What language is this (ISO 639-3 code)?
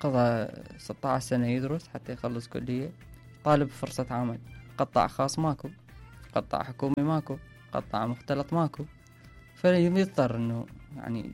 acm